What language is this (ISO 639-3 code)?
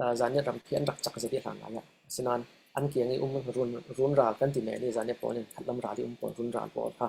cfm